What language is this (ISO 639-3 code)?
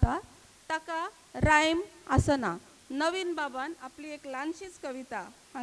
kok